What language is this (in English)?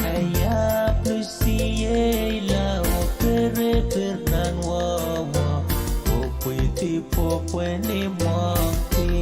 Pohnpeian